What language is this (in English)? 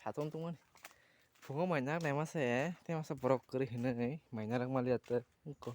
Kok Borok